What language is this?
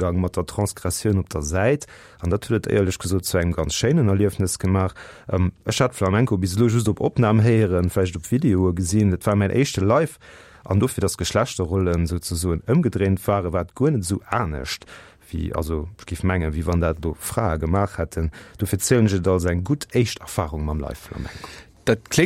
Luxembourgish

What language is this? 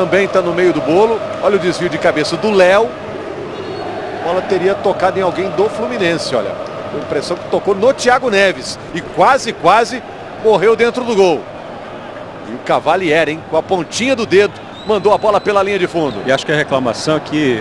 Portuguese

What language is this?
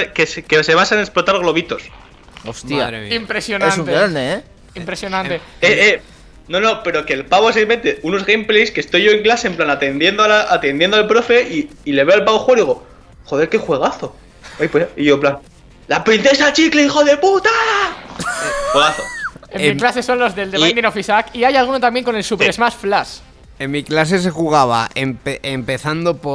Spanish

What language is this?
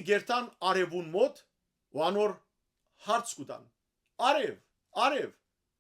Western Armenian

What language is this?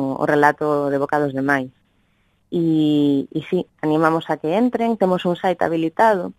Galician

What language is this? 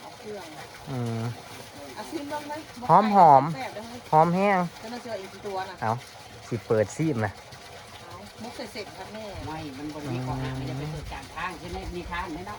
Northeastern Thai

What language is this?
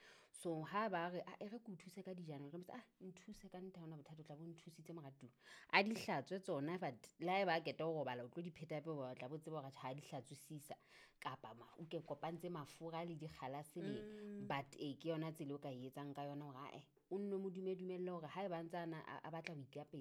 Southern Sotho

